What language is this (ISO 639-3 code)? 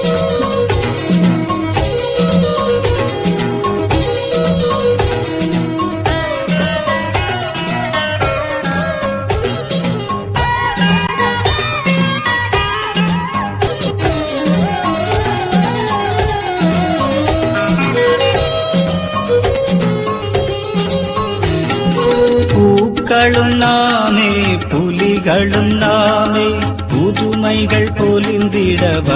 tam